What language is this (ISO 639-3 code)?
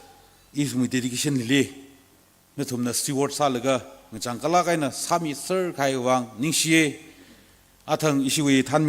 nmf